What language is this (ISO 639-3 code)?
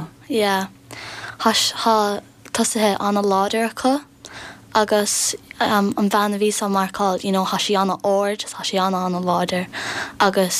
gle